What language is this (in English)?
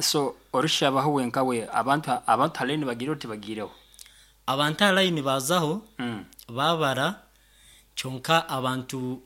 Nyankole